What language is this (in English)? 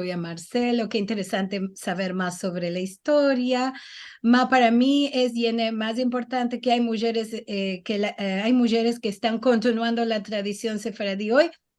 Ladino